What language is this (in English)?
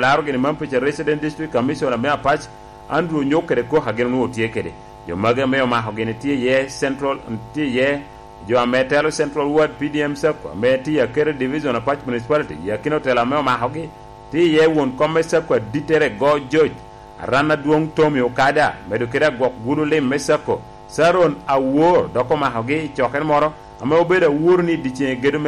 Lango (Uganda)